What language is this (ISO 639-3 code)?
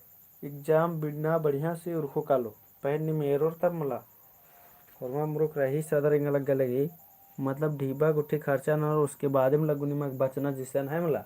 kru